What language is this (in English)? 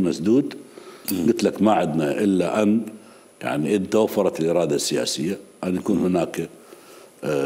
Mesopotamian Arabic